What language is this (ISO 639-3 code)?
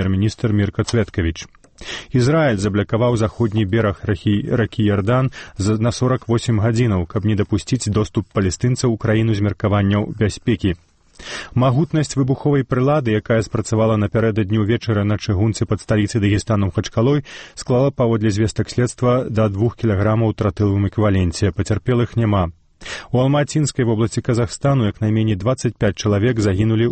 bel